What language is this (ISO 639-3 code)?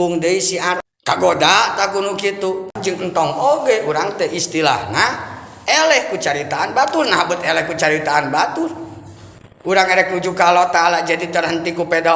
sun